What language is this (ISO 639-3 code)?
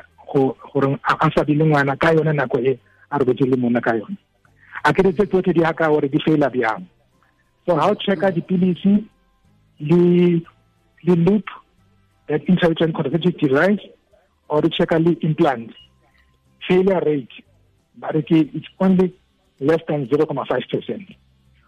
tsn